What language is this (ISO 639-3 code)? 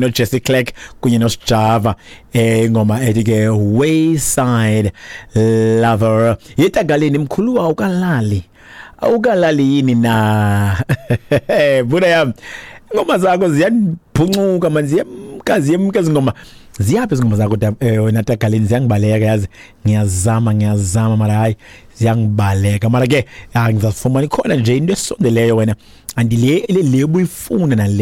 xho